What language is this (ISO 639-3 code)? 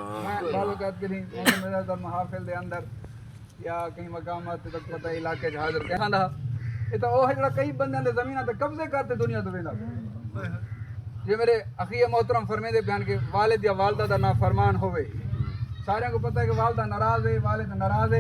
skr